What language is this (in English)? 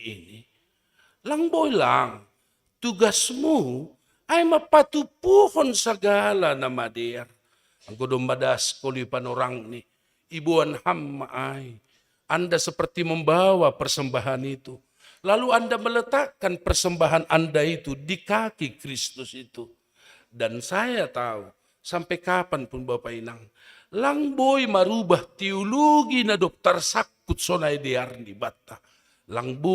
Batak Simalungun